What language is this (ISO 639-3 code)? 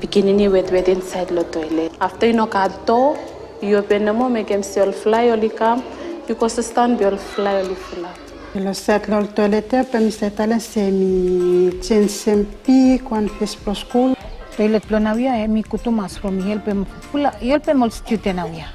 bis